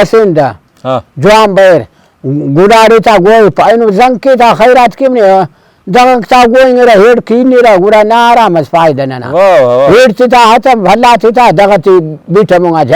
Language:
Brahui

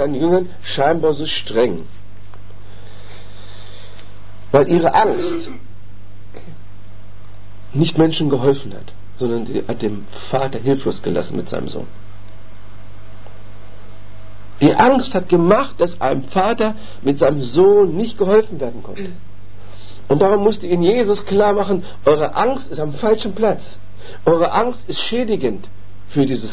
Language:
German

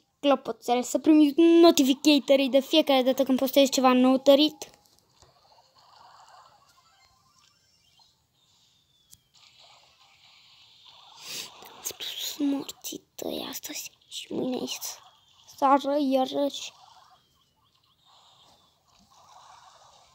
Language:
Romanian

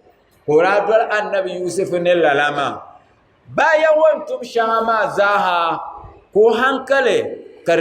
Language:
Dagbani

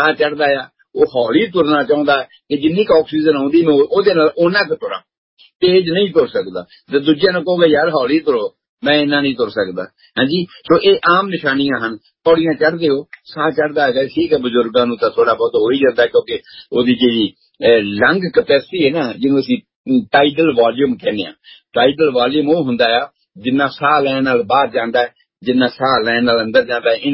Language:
Punjabi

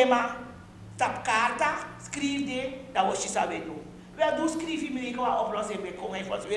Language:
Sranan Tongo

